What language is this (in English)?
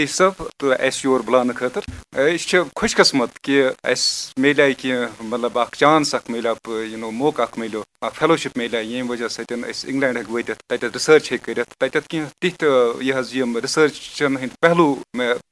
Kashmiri